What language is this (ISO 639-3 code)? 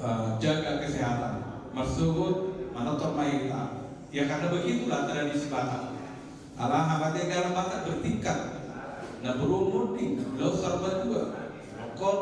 bbc